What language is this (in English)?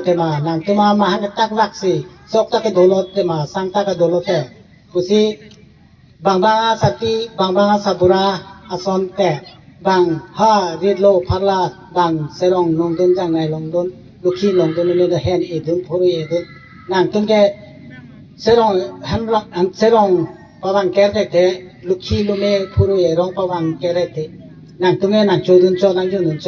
Karbi